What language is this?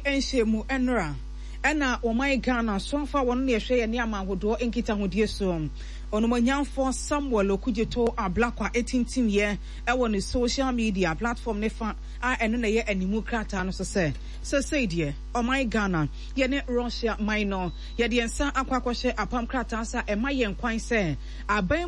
Akan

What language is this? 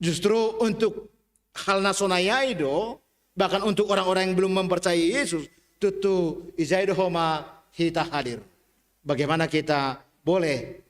Batak Simalungun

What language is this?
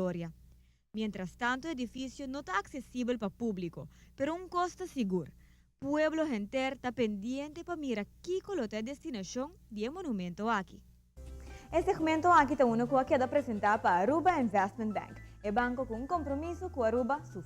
Papiamento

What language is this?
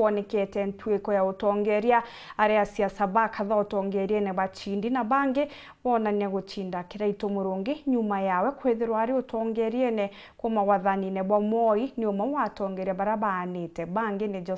Meru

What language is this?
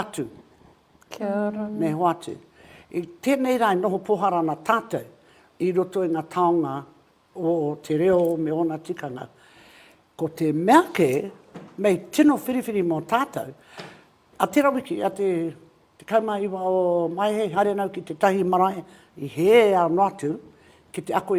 Māori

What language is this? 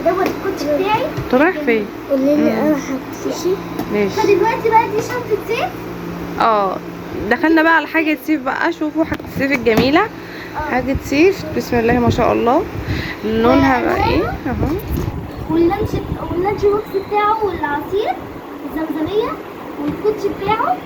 Egyptian Arabic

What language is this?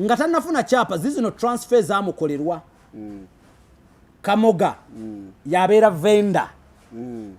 Ganda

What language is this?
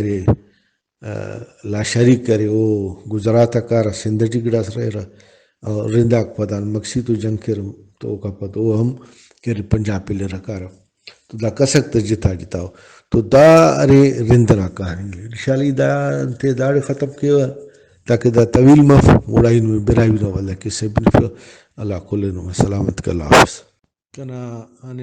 Brahui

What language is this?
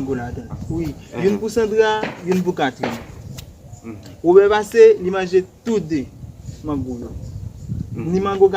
Haitian Creole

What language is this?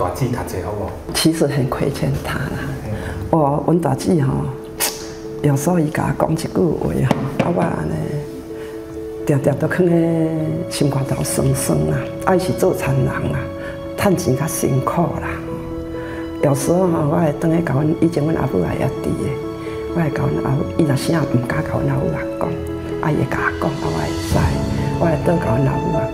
Min Nan Chinese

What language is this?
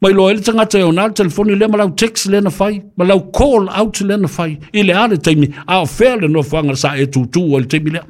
Samoan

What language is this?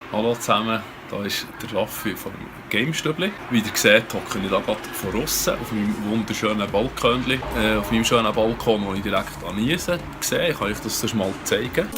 Swiss German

